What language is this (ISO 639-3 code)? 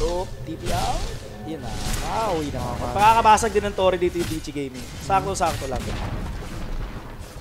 fil